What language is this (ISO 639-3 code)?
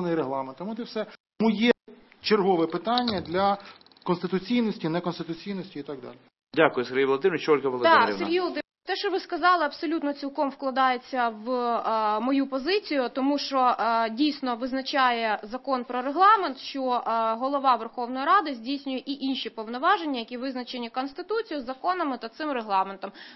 ukr